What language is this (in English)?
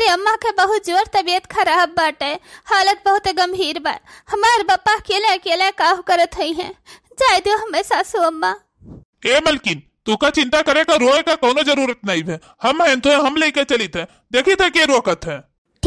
Awadhi